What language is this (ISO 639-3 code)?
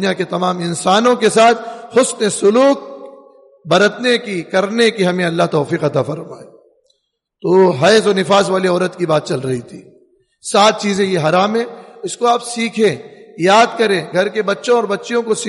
urd